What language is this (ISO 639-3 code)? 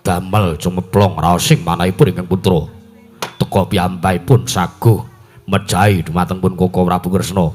jav